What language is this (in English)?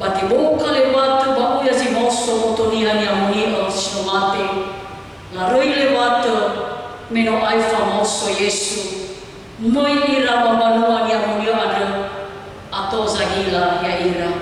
Nias